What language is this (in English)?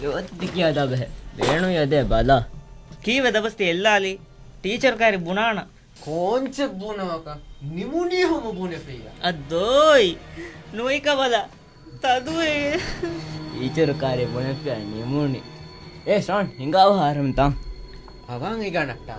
Divehi